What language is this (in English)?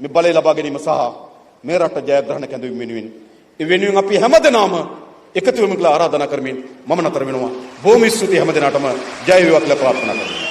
Sinhala